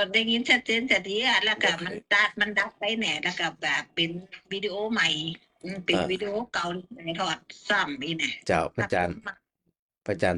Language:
Northern Thai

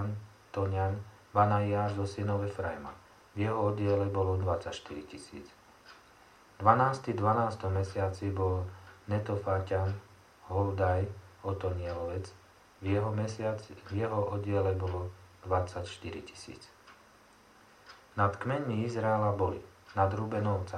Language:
Slovak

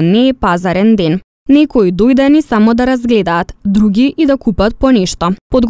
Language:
Macedonian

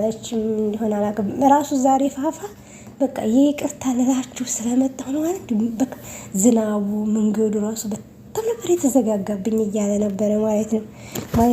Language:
Amharic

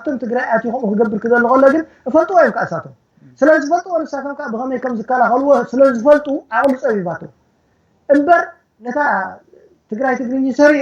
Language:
Tigrinya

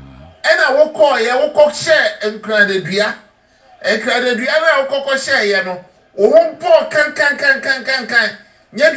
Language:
Akan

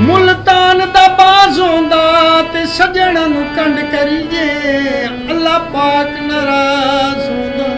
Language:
Saraiki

